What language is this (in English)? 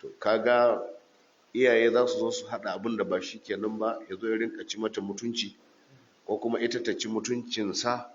Hausa